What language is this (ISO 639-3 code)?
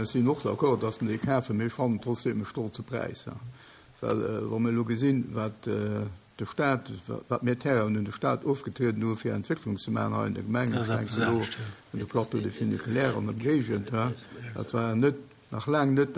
ltz